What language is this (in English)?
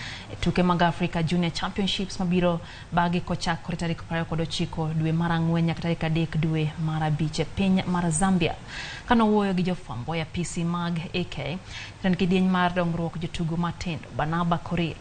Luo (Kenya and Tanzania)